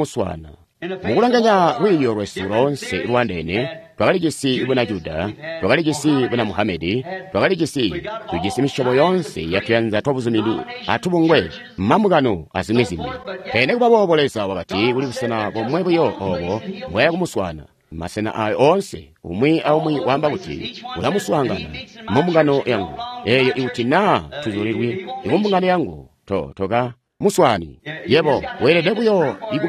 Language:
Tonga (Zambia)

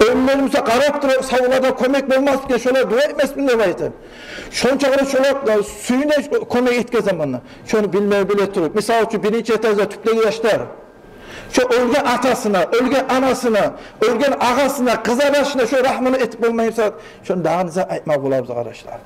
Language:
Kumyk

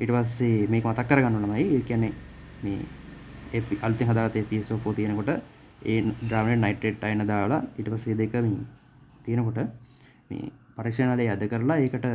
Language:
Sinhala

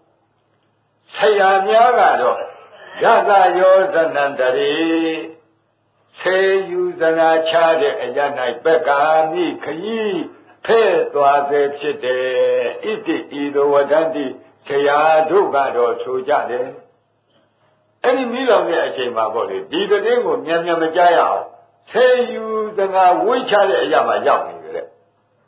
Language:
Burmese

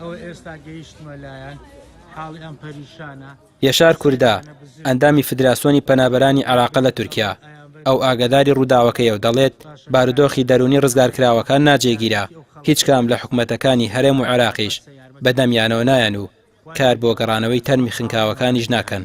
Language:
Central Kurdish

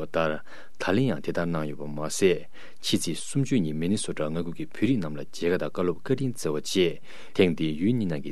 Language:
Tibetan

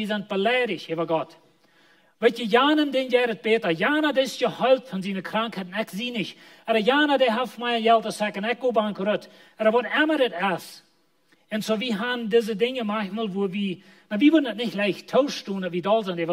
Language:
Plautdietsch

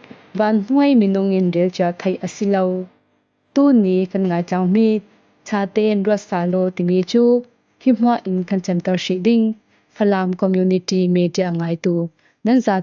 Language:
Falam Chin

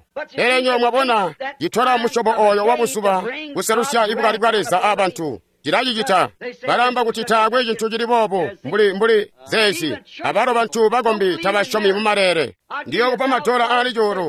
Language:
Tonga (Zambia)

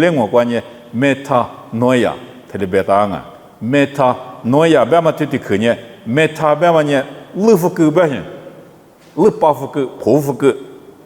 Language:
Lisu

